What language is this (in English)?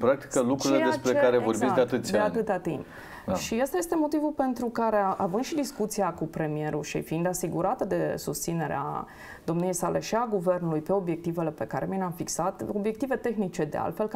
Romanian